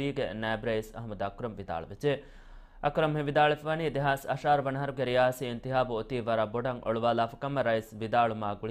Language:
Divehi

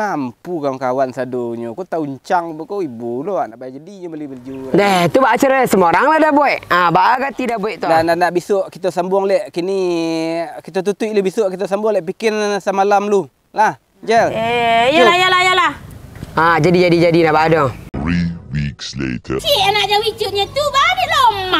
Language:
Minangkabau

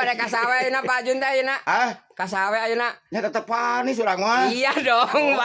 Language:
Sundanese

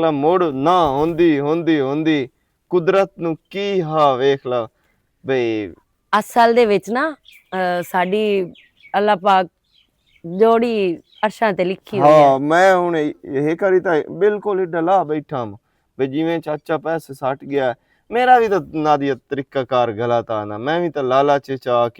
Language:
Western Panjabi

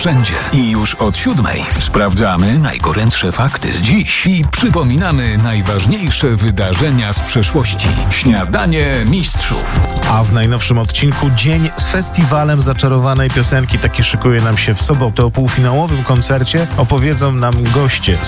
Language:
Polish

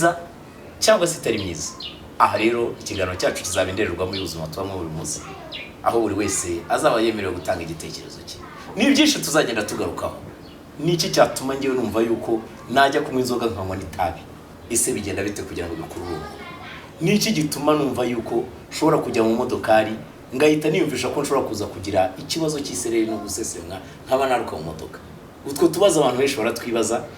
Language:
Kinyarwanda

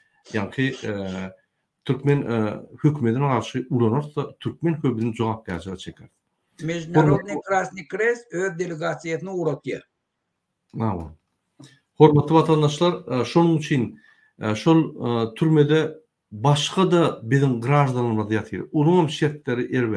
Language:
Turkmen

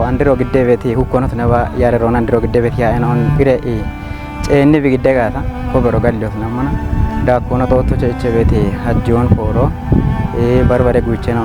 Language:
Kafa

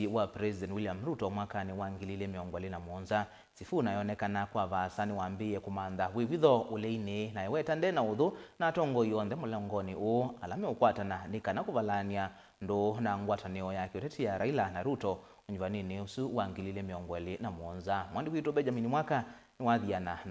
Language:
Kamba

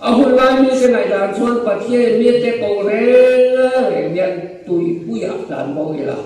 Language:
Mizo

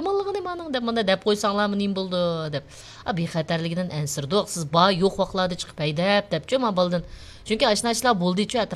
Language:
Uyghur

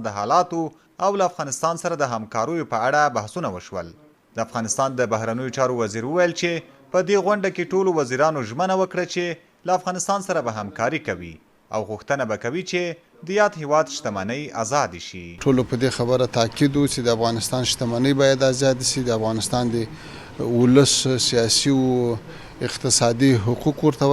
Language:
Pashto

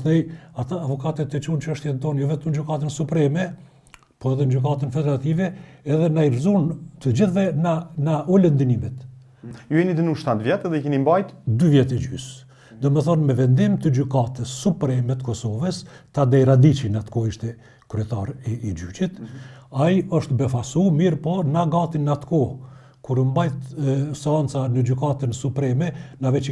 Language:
Albanian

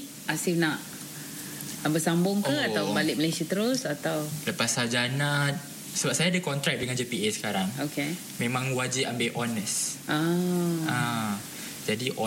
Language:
Malay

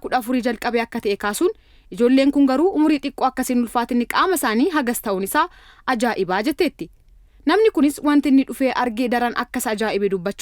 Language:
Oromo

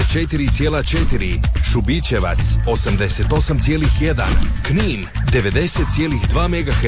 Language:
Croatian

